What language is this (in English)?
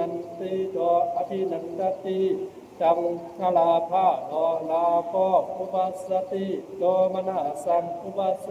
Pali